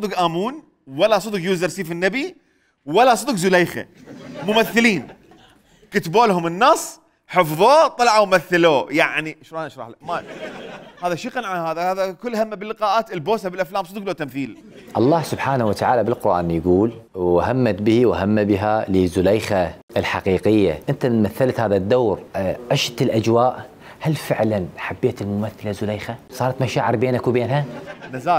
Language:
Mesopotamian Arabic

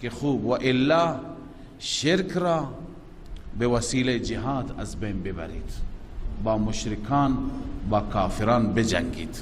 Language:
Persian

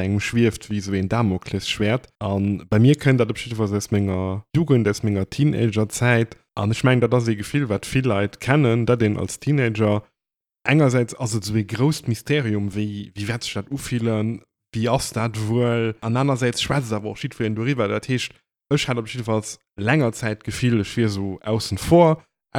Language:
Luxembourgish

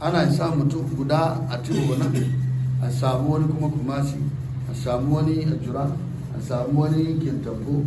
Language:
Hausa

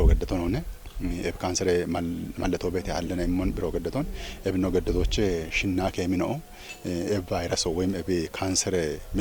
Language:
Kafa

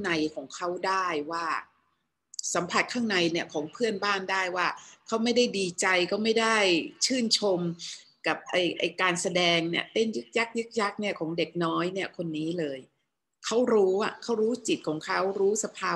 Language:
Thai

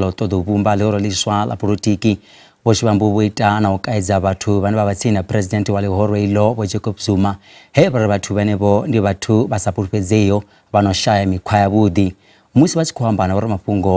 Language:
Venda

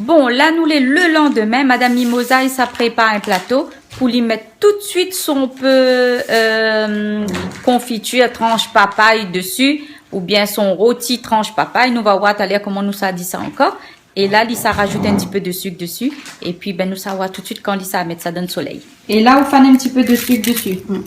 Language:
Réunion Creole French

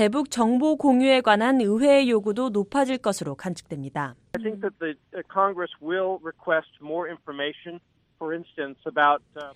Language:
Korean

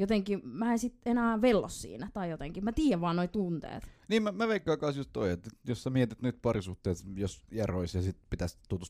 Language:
Finnish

